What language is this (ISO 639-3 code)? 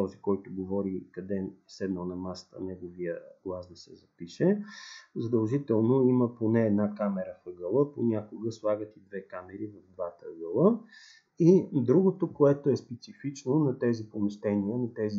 bul